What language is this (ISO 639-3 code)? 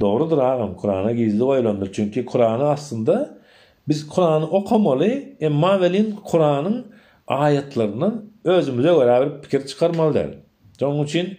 tuk